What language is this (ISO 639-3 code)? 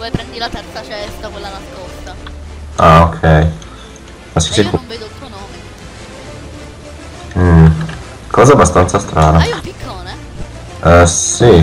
ita